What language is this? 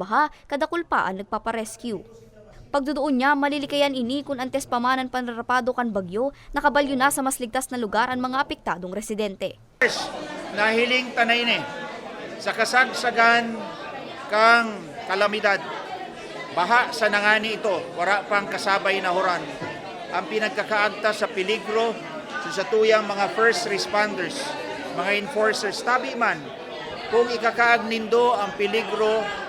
Bikol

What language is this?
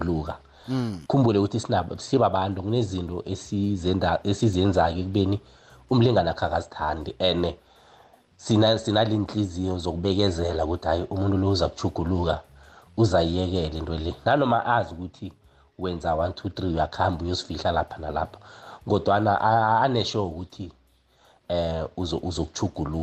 South Ndebele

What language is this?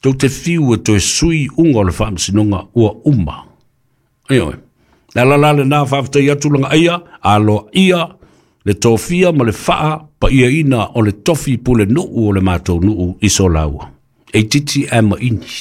Samoan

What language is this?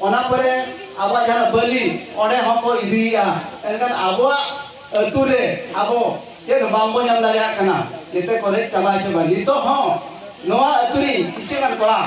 Santali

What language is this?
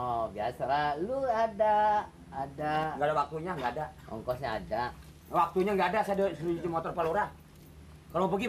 Betawi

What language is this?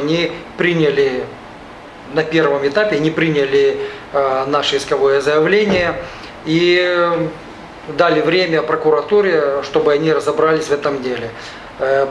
Russian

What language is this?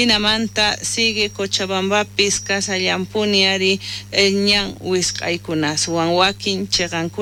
South Bolivian Quechua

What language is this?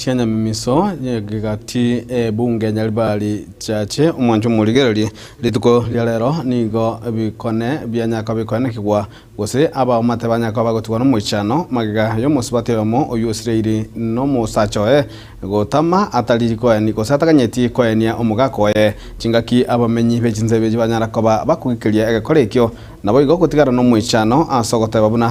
Gusii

